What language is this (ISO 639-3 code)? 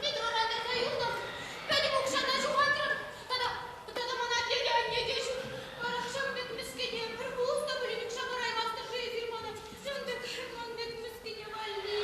chv